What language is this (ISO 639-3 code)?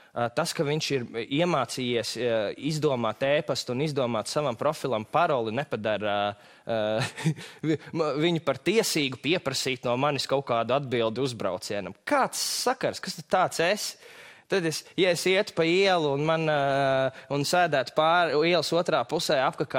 lav